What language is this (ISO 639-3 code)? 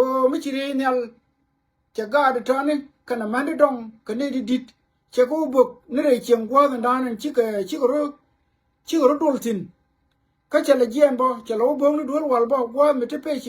nus